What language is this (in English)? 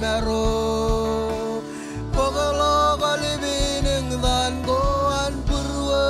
Marshallese